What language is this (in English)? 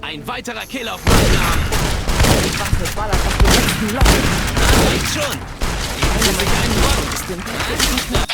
Bavarian